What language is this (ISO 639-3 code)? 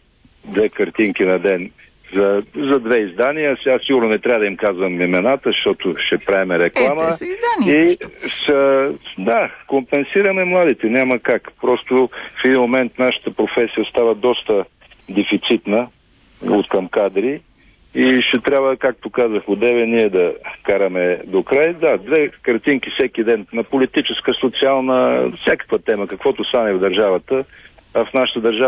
bul